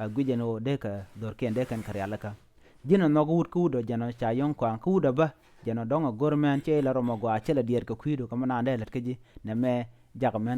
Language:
Nuer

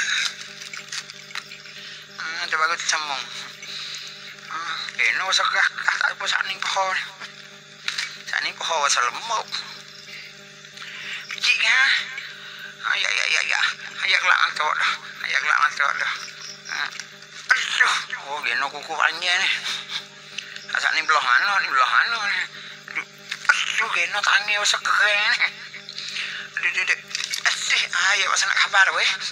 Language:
Pattani Malay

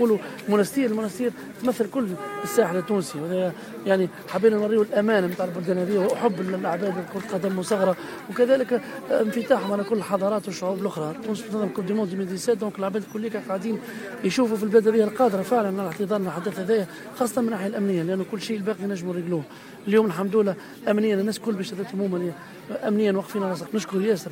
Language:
Tunisian Arabic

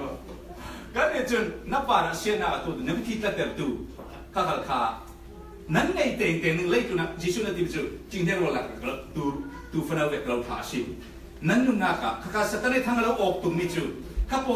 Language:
Falam Chin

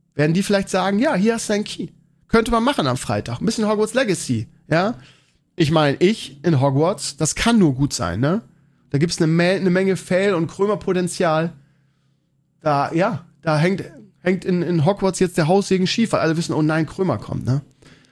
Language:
German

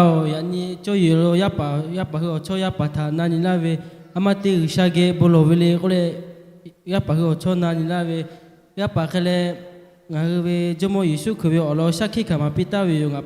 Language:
Lahu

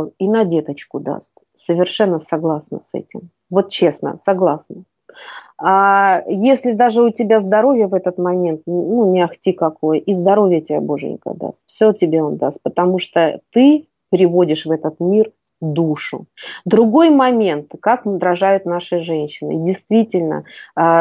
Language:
Russian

